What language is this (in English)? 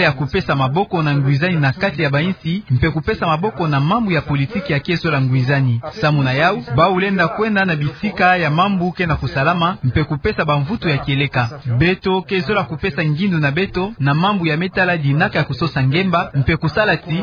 Kituba (Democratic Republic of Congo)